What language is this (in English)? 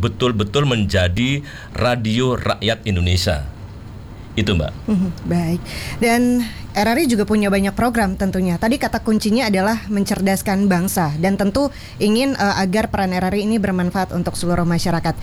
Indonesian